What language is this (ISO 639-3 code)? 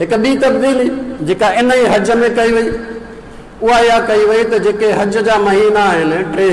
snd